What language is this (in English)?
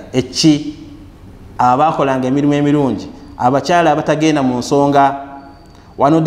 Ganda